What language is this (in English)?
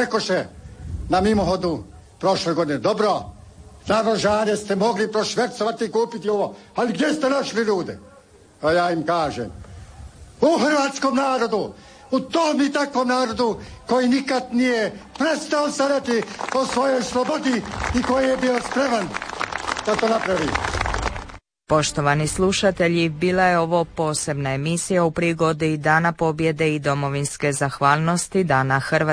Croatian